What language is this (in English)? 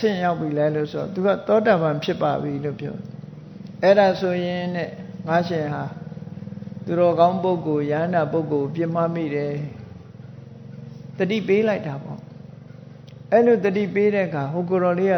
Burmese